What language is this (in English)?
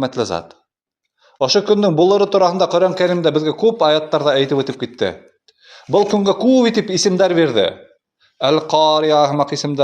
Bashkir